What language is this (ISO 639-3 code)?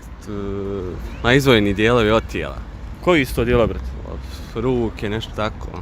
bos